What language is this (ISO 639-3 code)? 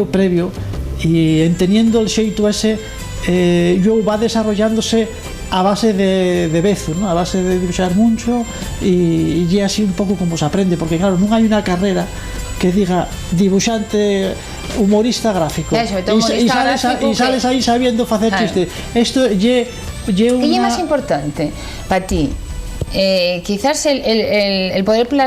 ast